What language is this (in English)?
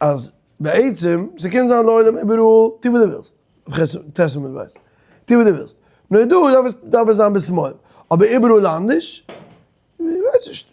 Yiddish